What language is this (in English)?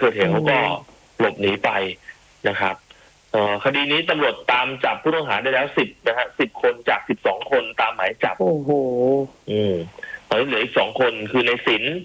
Thai